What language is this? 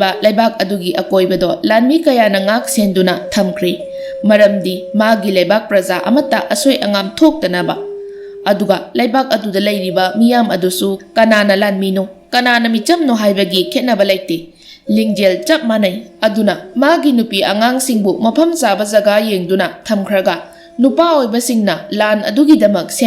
Manipuri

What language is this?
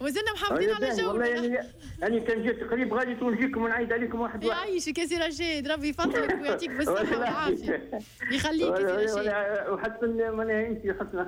Tunisian Arabic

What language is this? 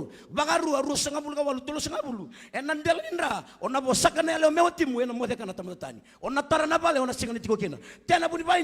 Fijian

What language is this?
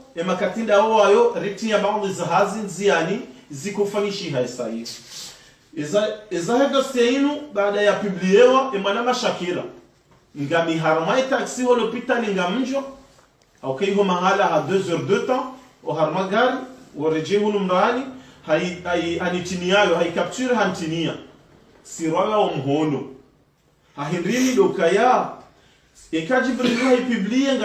Ngazidja Comorian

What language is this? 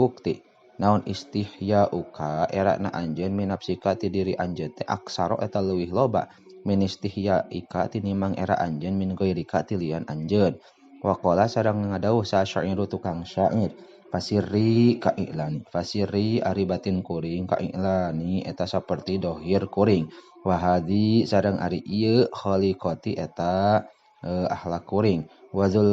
Sundanese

